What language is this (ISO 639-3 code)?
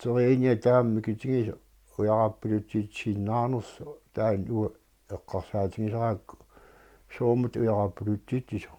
kal